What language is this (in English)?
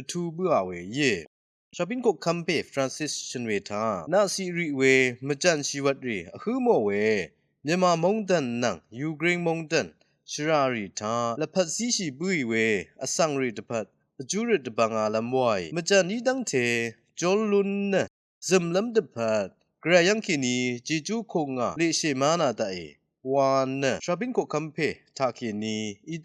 Rawang